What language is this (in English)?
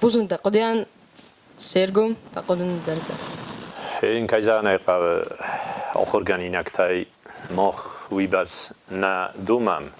Ossetic